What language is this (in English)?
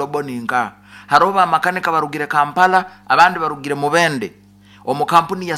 Nyoro